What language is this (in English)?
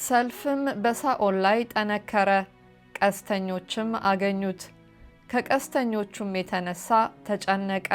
Amharic